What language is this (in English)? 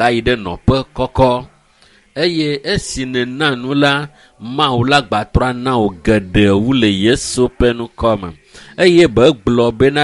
Ewe